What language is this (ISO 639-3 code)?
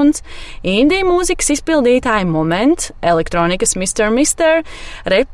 lav